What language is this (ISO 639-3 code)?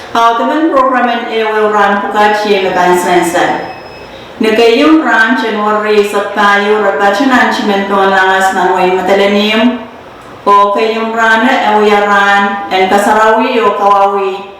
pon